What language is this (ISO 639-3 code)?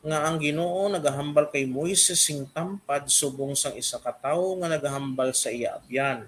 hil